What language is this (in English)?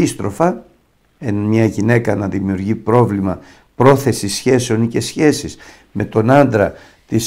Greek